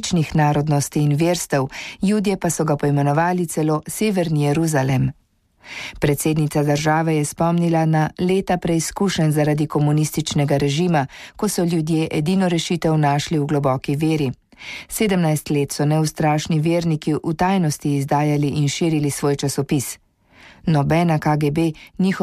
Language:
Slovenian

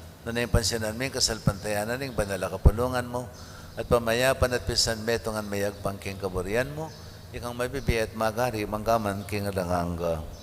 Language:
Pampanga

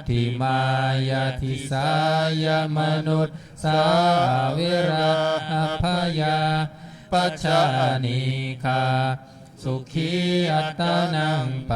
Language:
Pali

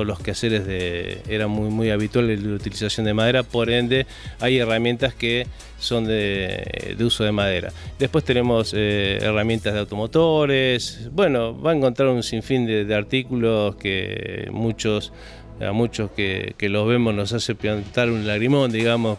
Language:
Spanish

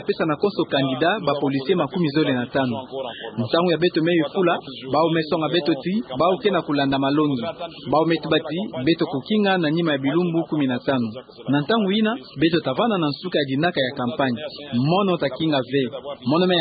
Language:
Kituba (Democratic Republic of Congo)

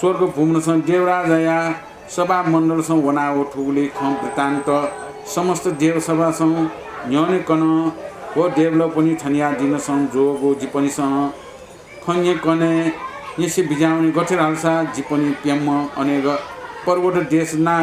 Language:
Newari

